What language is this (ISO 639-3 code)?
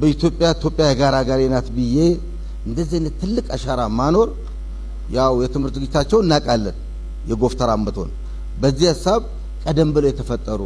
amh